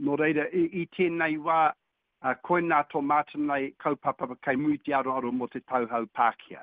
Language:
Māori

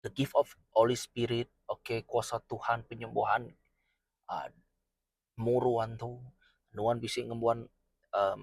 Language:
Iban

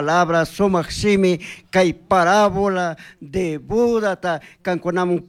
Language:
Chimborazo Highland Quichua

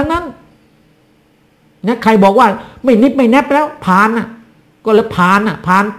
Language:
Thai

